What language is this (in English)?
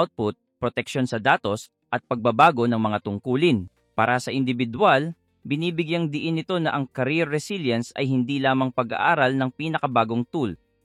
Filipino